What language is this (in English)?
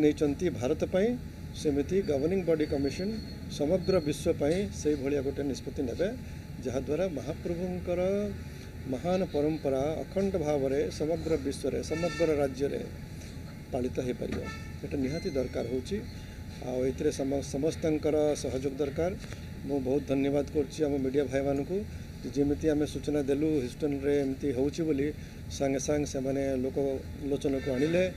Odia